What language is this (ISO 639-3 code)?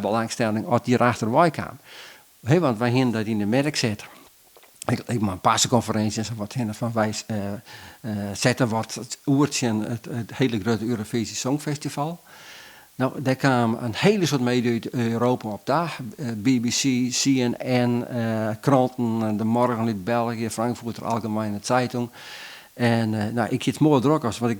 fry